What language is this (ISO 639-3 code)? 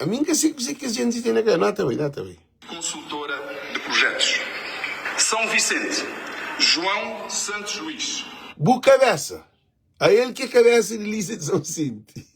kea